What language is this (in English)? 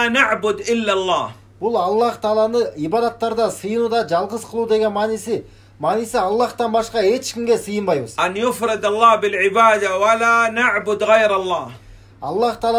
Kyrgyz